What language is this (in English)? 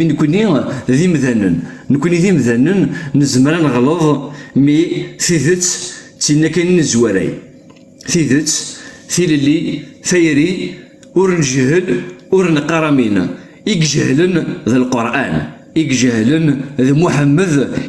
Kabyle